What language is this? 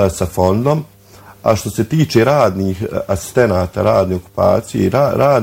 Bosnian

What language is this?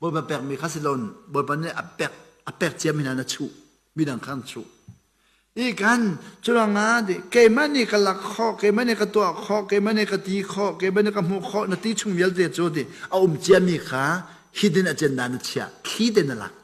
Hakha Chin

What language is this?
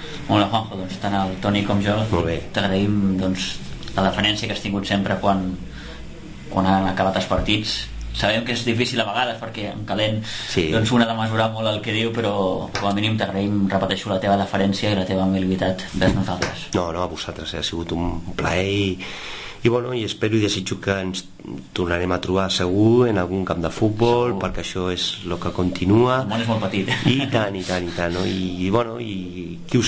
Catalan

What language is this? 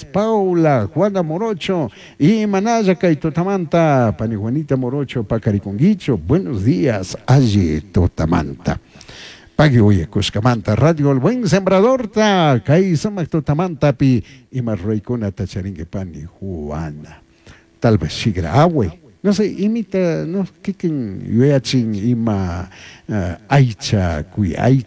Chimborazo Highland Quichua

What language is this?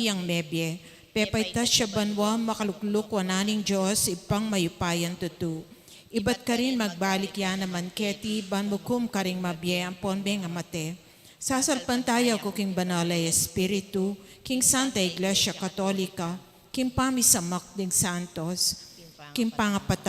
Pampanga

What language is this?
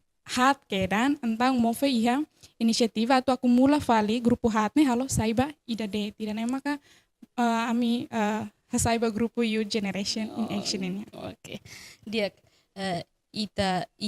Tetum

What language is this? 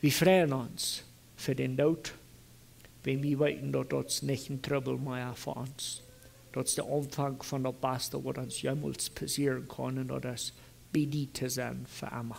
Plautdietsch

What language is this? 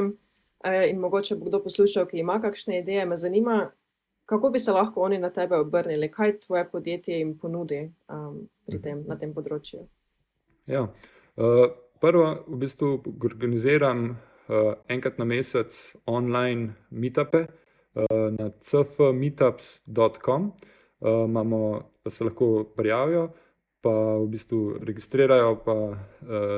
Slovenian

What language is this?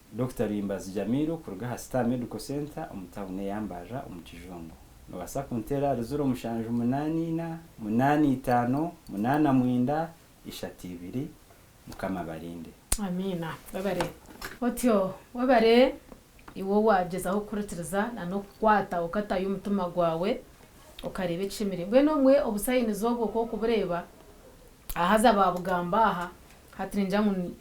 Nyankole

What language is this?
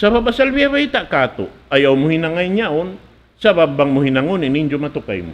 Tausug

